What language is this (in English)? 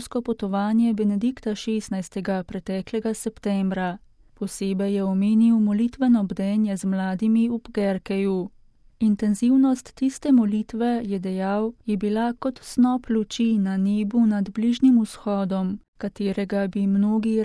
Slovenian